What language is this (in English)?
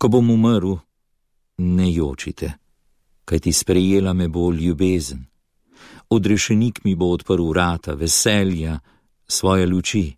Slovenian